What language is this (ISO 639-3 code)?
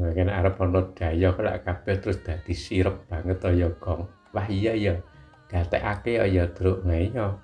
jav